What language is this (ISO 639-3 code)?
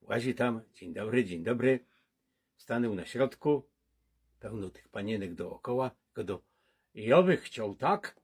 szl